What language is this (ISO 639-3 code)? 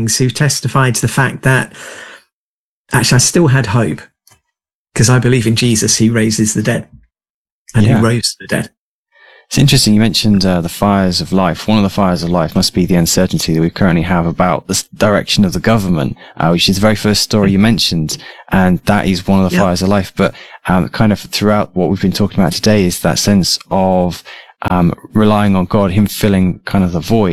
eng